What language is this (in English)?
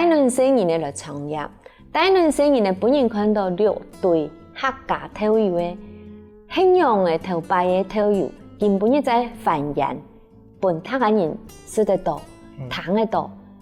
Hakka Chinese